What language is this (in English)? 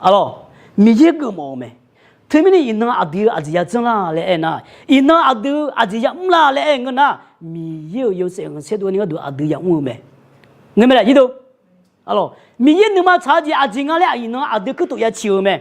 Akha